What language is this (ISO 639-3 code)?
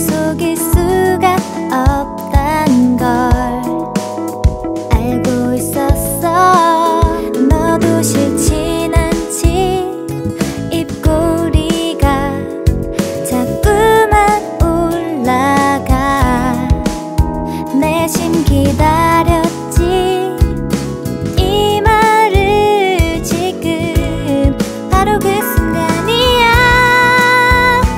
kor